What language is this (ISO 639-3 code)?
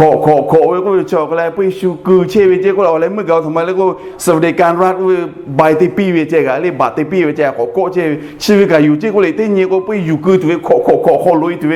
lhu